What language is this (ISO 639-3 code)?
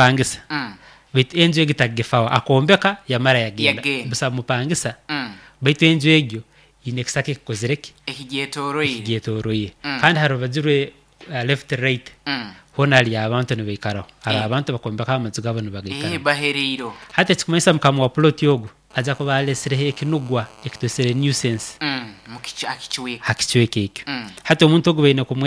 nyo